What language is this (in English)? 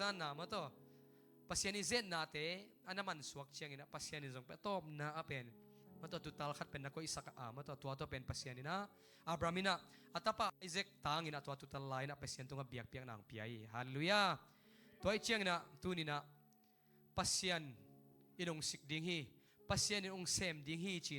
Tedim Chin